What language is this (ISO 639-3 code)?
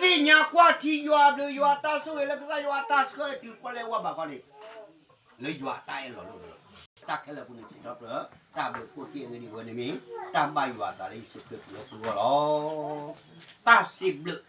ksw